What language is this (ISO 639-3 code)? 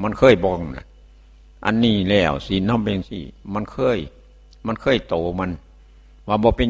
tts